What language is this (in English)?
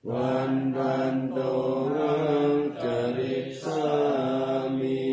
Pali